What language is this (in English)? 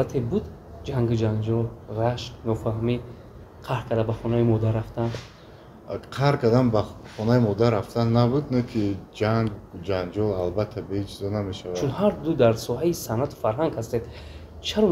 Tajik